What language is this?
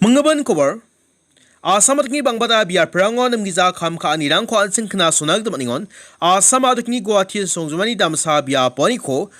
Garo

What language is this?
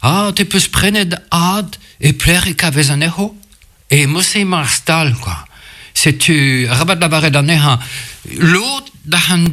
Breton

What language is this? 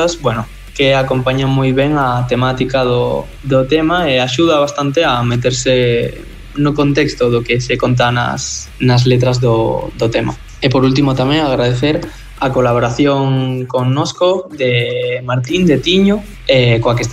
Galician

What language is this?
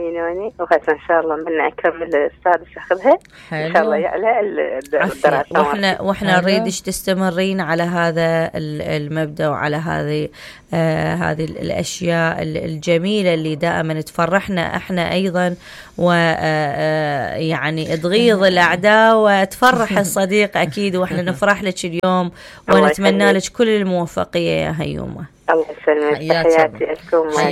Mesopotamian Arabic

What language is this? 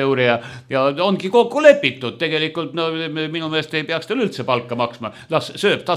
Estonian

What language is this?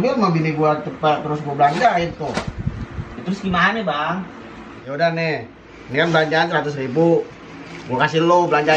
Betawi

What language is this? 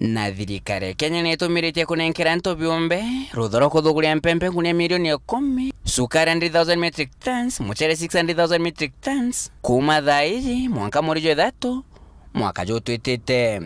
Meru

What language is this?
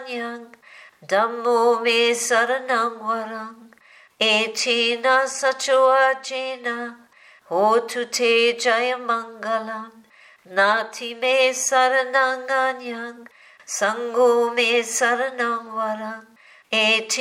Pali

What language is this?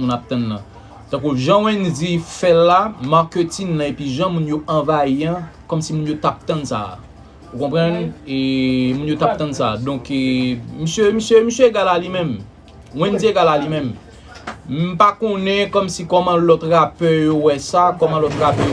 Haitian Creole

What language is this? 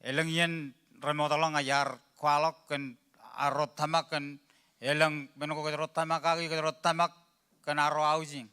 Marshallese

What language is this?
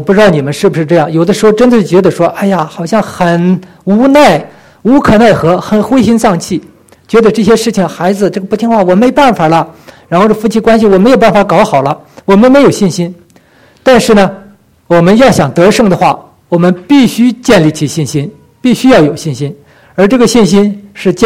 Chinese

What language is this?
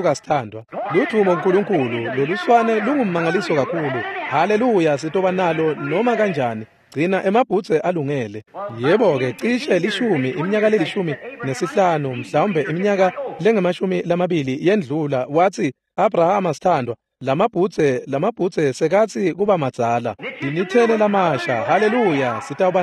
Swati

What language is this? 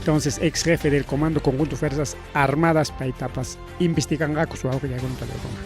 Ayacucho Quechua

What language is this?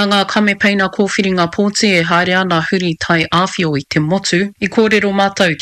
Māori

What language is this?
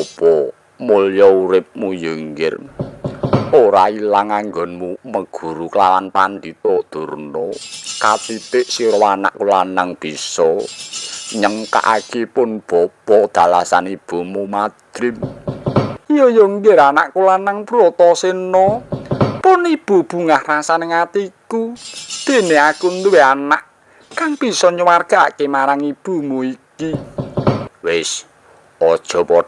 Javanese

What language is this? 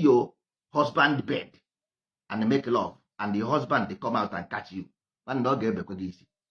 Igbo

